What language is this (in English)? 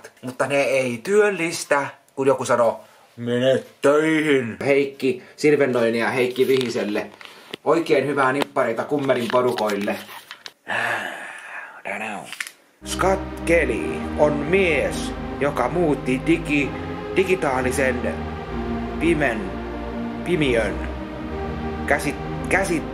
Finnish